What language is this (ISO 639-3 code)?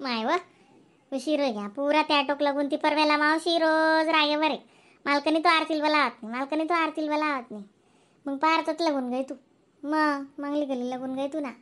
khn